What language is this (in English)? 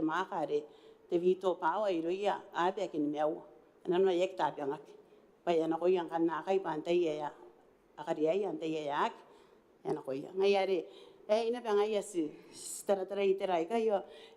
Gilbertese